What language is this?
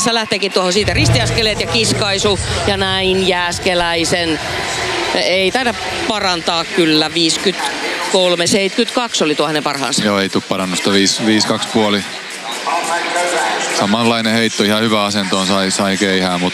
Finnish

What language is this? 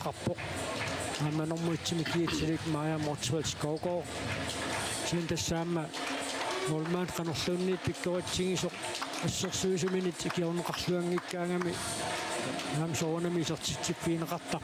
Kalaallisut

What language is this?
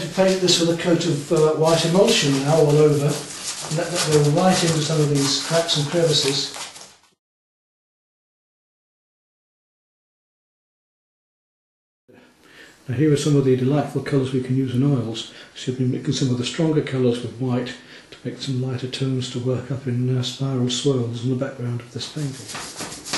English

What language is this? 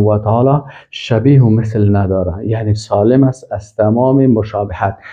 Persian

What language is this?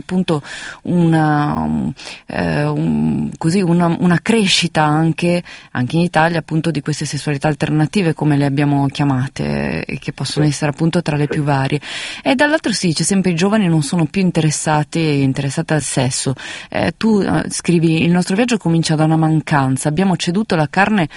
Italian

